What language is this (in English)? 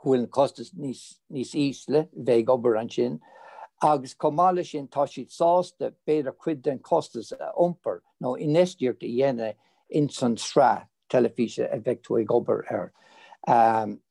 Irish